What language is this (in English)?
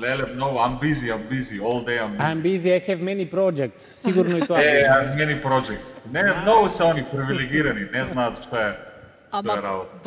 Macedonian